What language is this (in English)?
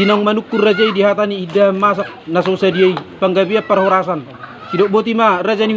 Batak Toba